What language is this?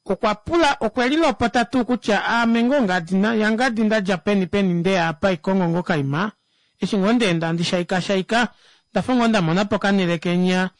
Kuanyama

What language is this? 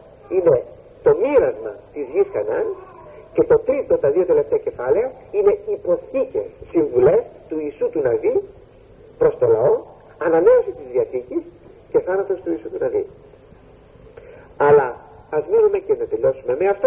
Greek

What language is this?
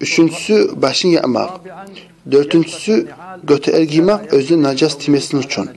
Kumyk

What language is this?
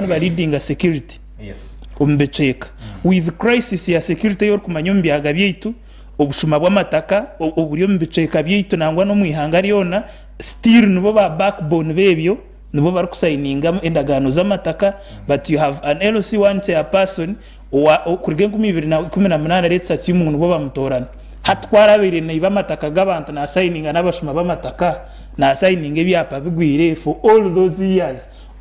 Nyankole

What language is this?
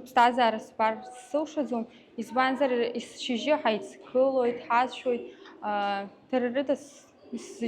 Abkhazian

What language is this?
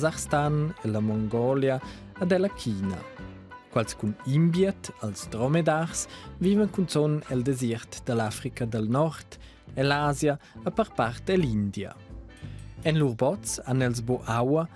Romansh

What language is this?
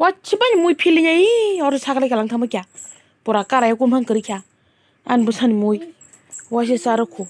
Kok Borok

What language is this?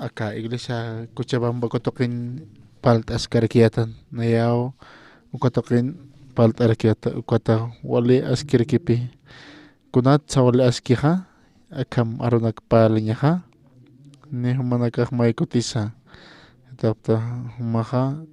Aymara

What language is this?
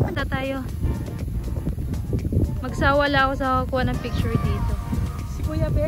Filipino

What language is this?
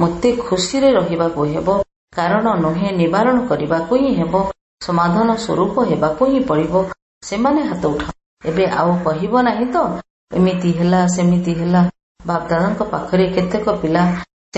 Odia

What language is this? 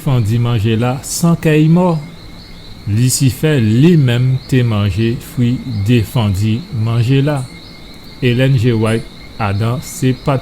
Guadeloupean Creole French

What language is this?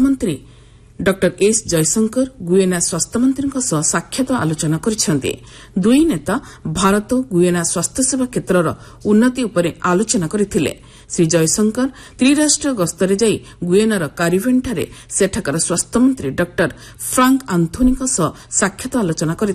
Odia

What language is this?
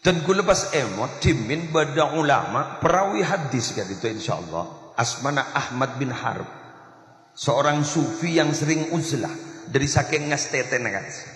Madurese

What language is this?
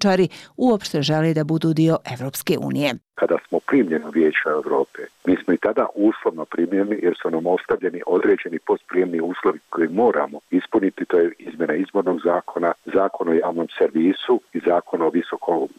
Bosnian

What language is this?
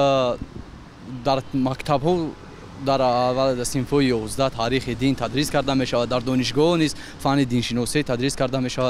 Tajik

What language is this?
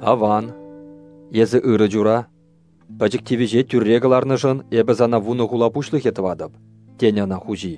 Chuvash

